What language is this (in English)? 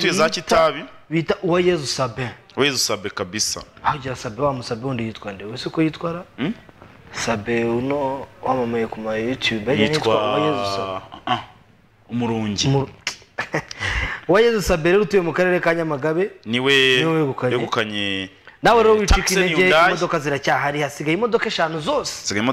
Kinyarwanda